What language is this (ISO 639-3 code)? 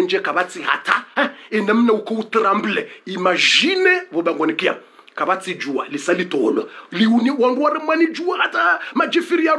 swa